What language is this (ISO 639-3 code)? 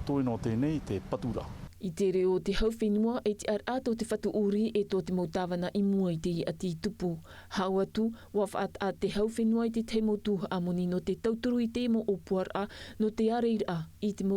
tah